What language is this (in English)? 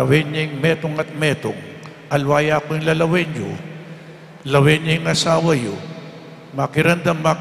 Pampanga